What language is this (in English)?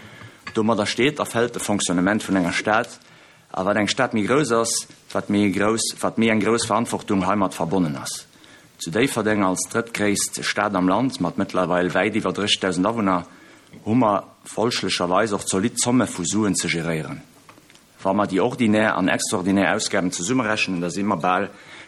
Luxembourgish